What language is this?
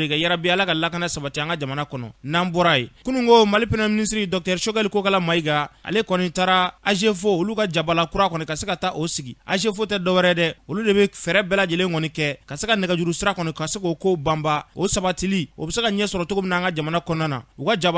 Bambara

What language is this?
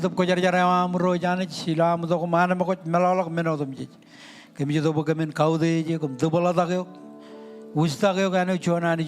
Marshallese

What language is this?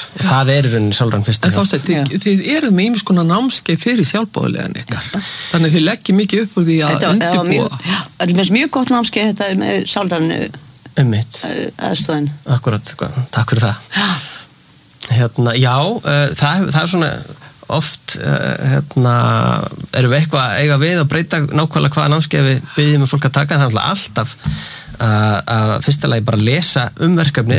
Icelandic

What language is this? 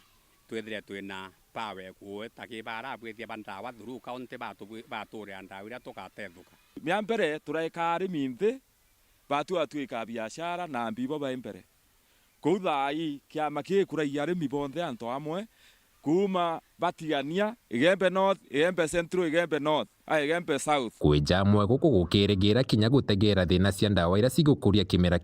Meru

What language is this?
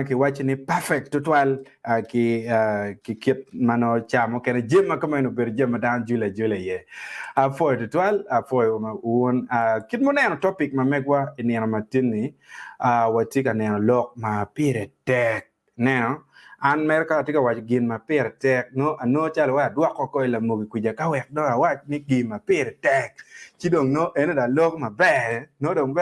Acoli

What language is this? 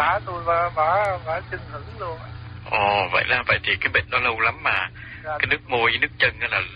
Vietnamese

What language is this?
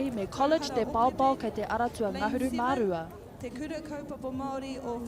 Māori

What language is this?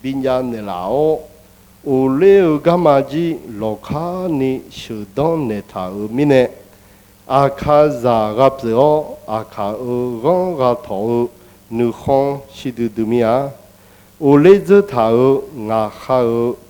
Akha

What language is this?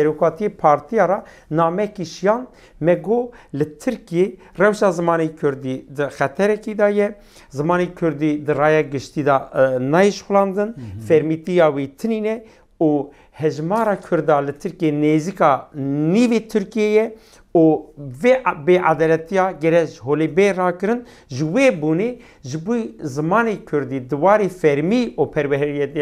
Kurdish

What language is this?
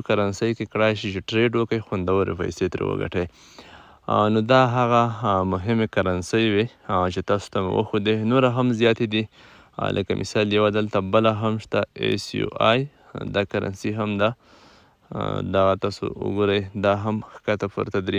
Pashto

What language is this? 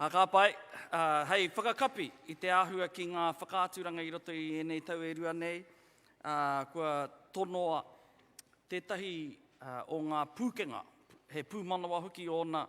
Māori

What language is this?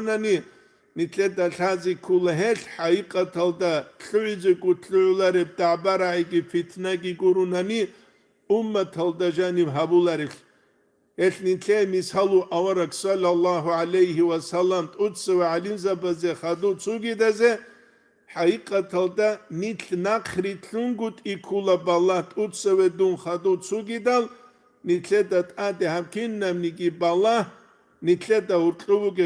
Avaric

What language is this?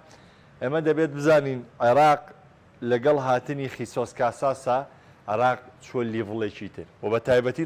Central Kurdish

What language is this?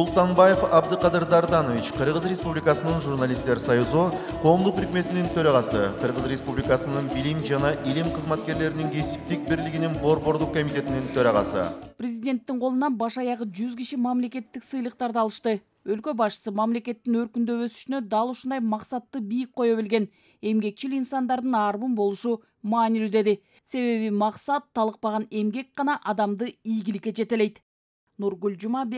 Kyrgyz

